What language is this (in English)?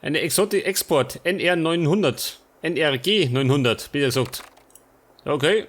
Bavarian